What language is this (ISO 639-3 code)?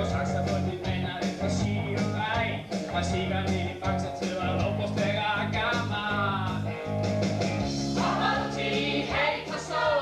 isl